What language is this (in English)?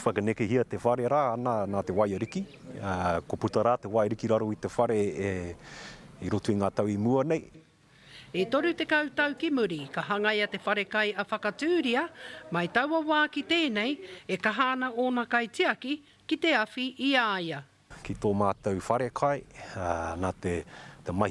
Māori